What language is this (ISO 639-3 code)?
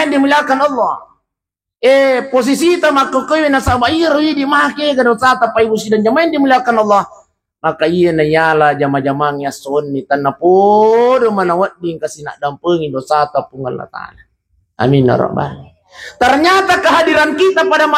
bug